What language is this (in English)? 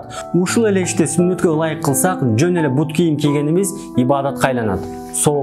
Kyrgyz